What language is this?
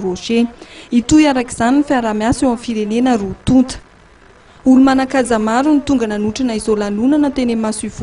Malagasy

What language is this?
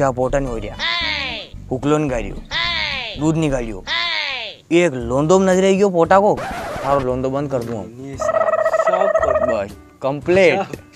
Rajasthani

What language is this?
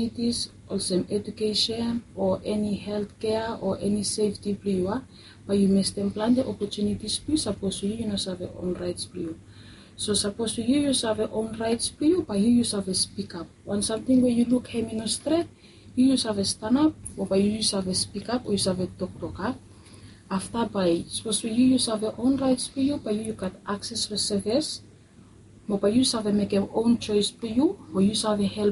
Bislama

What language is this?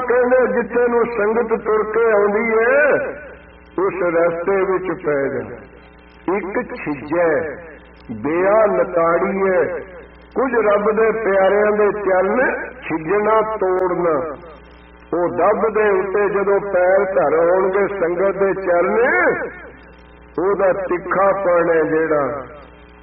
Punjabi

